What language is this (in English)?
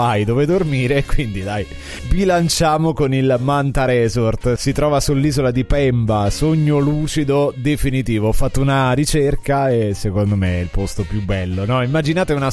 Italian